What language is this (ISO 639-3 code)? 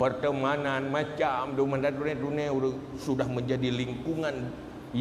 ace